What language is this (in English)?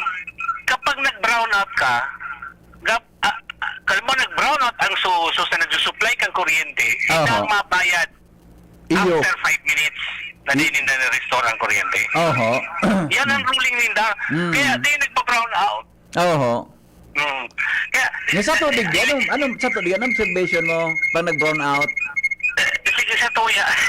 Bikol